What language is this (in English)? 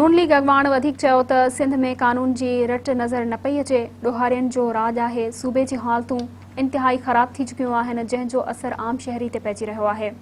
Sindhi